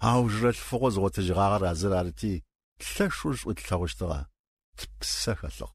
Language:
Adyghe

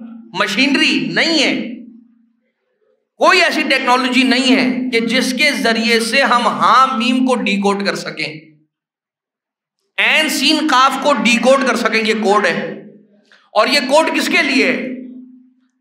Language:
Urdu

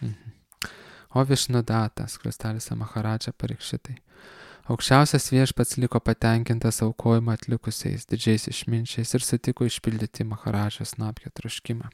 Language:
Lithuanian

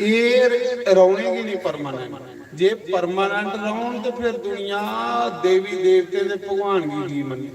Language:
Dogri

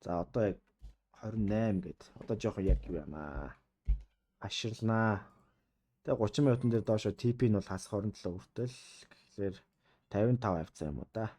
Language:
Mongolian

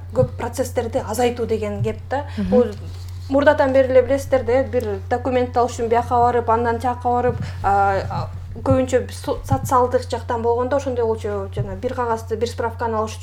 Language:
Kyrgyz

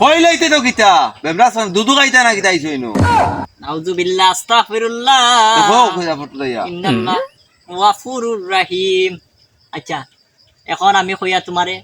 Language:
Sylheti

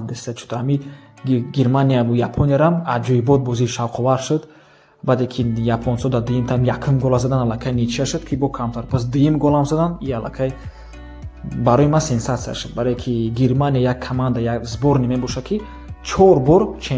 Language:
Tajik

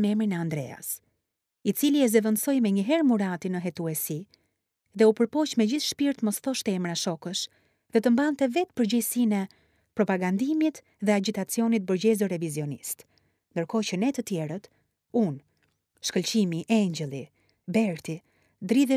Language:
Albanian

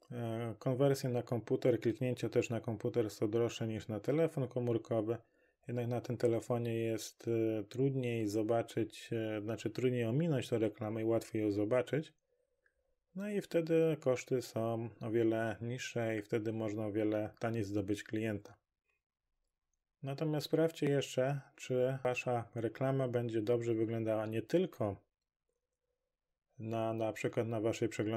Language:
Polish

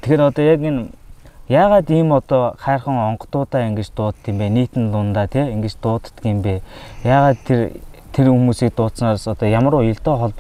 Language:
Mongolian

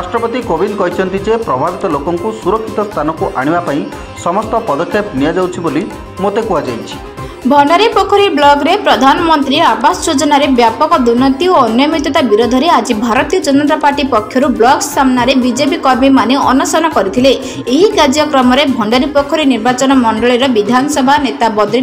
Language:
Odia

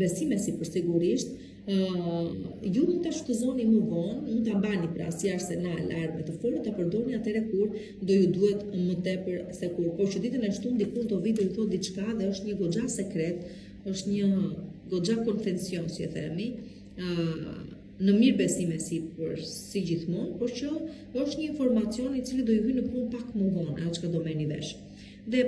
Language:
Albanian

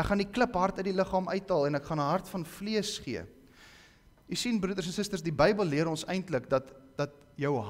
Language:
Afrikaans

